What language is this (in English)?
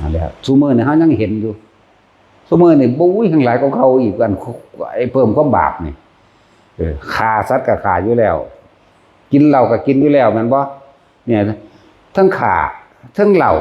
Northeastern Thai